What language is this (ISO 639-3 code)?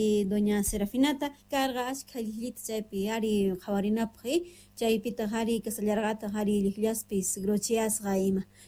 que